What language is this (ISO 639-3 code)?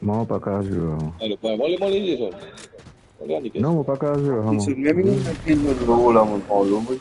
mfe